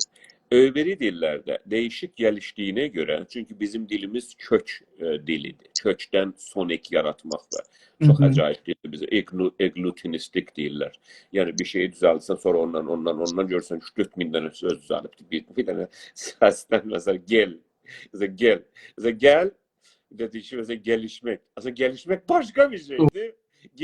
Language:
South Azerbaijani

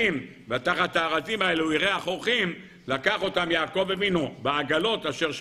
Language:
Hebrew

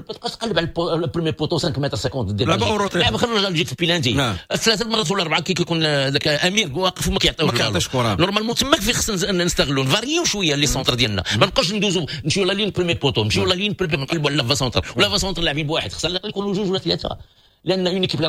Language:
Moroccan Arabic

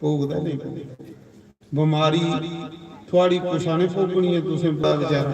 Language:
Dogri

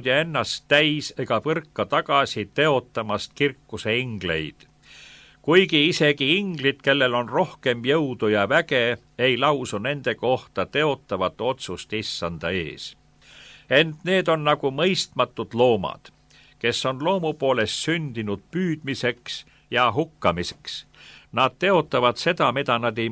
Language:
Estonian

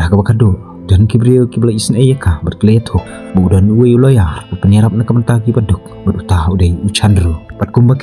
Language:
Khasi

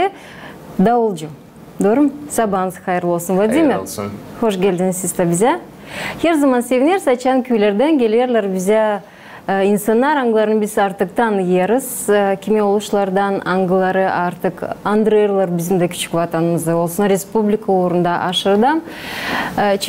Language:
Gagauz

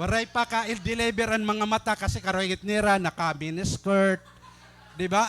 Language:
Waray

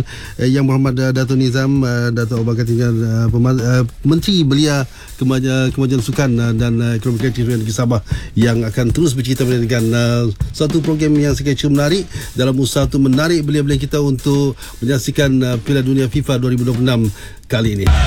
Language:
Malay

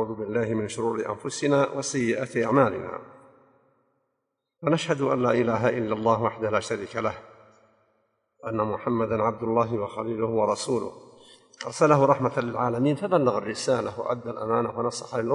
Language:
Arabic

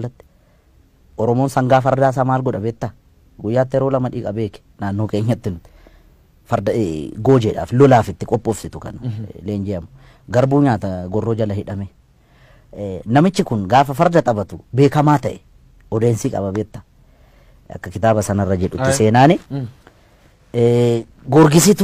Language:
Oromo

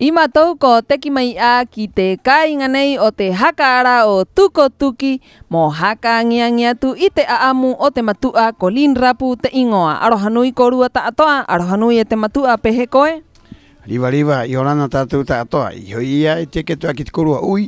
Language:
Rapanui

